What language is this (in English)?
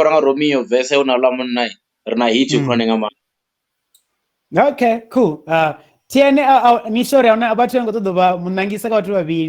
Venda